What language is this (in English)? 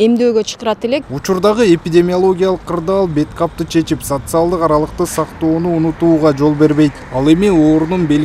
Kyrgyz